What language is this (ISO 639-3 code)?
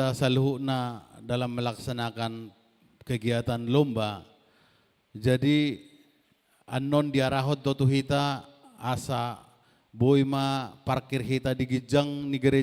bbc